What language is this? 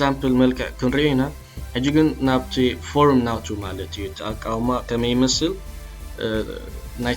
Tigrinya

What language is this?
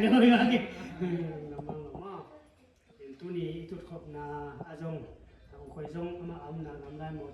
Tedim Chin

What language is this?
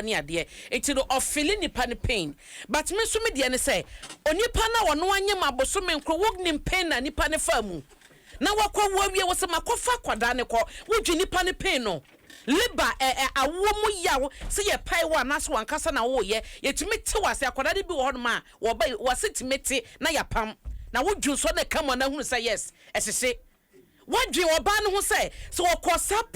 Akan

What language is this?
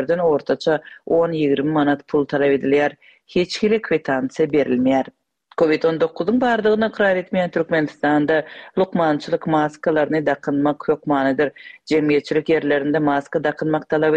Turkmen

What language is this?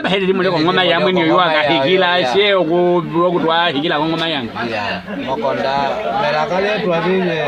Nyaneka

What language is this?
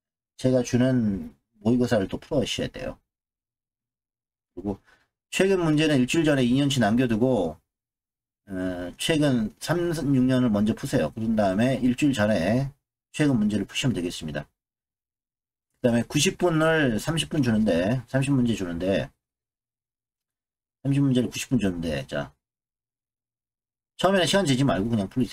Korean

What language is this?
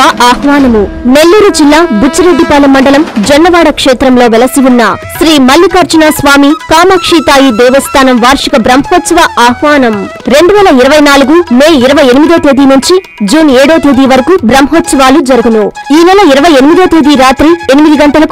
Telugu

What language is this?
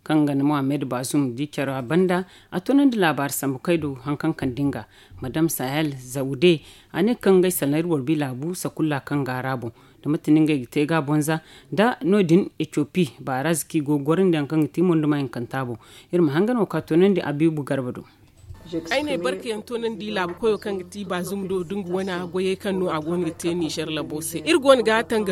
Zarma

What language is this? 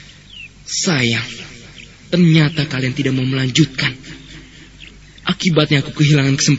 Indonesian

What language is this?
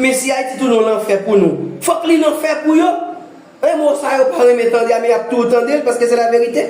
Haitian Creole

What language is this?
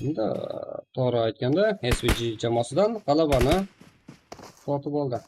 Kara-Kalpak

